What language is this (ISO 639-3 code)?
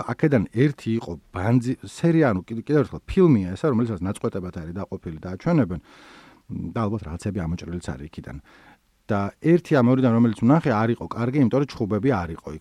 kat